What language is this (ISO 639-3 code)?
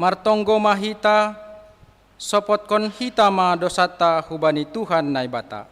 bts